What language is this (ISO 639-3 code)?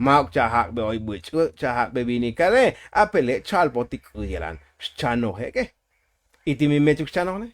tzo